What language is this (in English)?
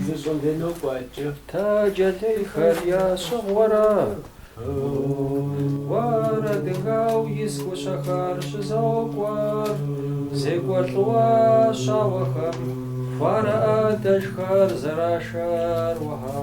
Kabardian